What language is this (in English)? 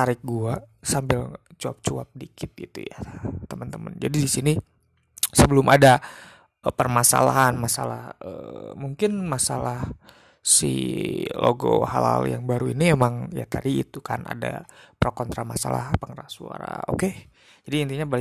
Indonesian